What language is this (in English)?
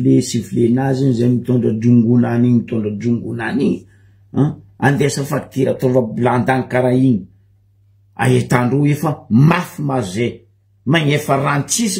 Malagasy